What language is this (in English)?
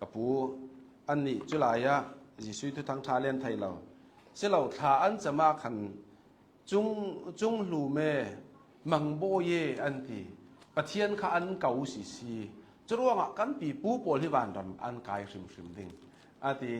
Hakha Chin